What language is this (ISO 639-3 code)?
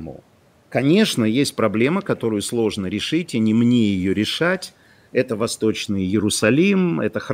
rus